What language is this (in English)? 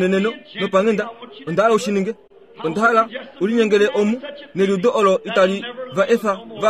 Kuanyama